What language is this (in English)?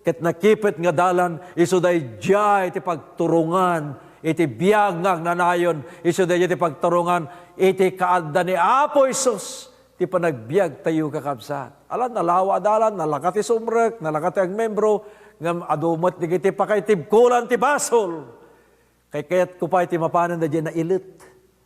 Iloko